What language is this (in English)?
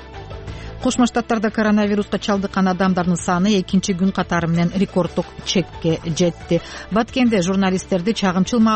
Kyrgyz